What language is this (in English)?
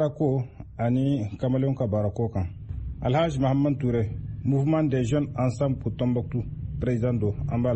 Bambara